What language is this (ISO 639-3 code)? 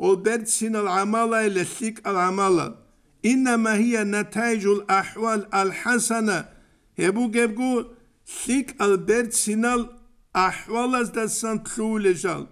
ava